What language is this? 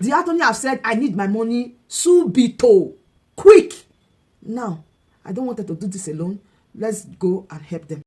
Nigerian Pidgin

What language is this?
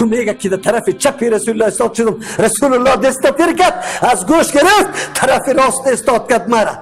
Persian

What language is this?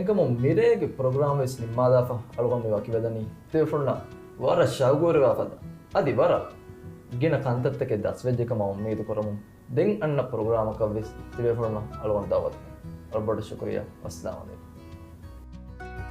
Divehi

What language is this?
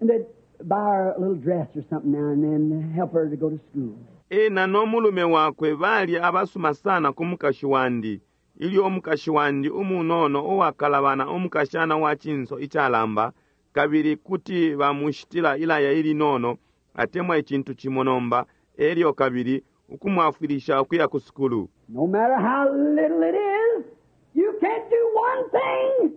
Bemba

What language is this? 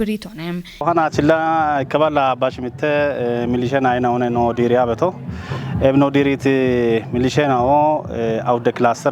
Kafa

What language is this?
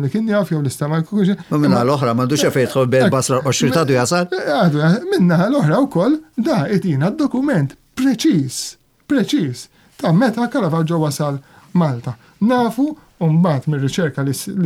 Maltese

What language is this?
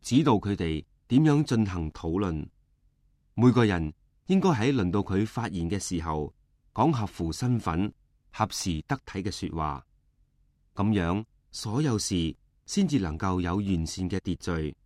Cantonese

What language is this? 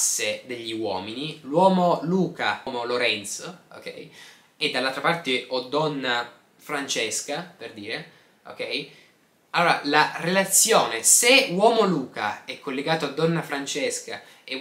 Italian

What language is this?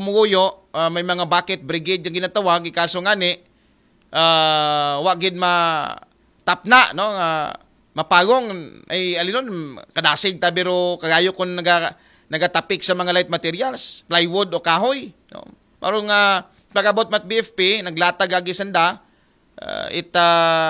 Aklanon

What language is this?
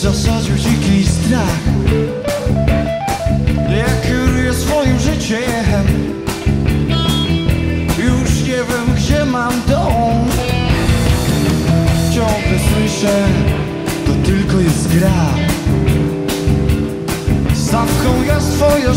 Polish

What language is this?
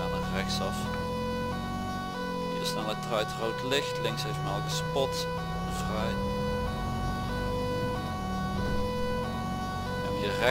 Dutch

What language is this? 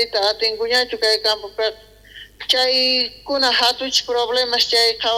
South Bolivian Quechua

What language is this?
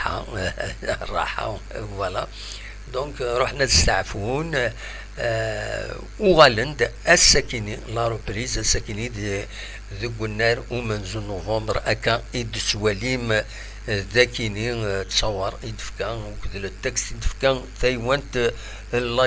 Kabyle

